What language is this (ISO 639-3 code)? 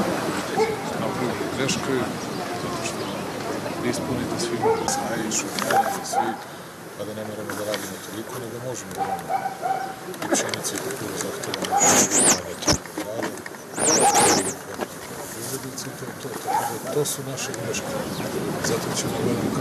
srp